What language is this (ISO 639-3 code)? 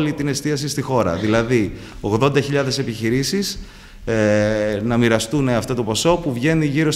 ell